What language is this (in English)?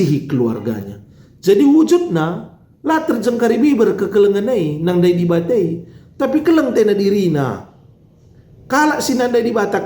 Batak Karo